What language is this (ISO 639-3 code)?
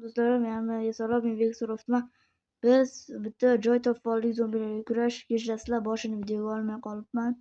uzb